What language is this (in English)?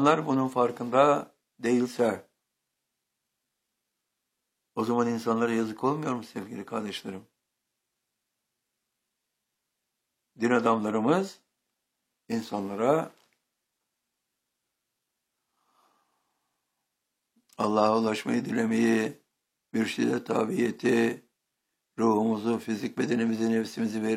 Turkish